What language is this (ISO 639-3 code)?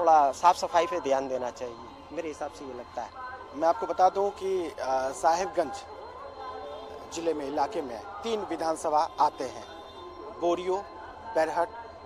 hin